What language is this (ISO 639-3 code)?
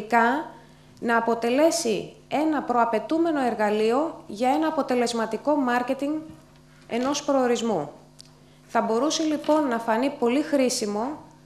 ell